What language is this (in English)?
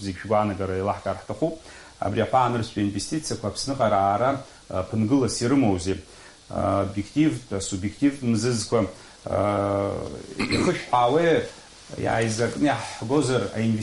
Abkhazian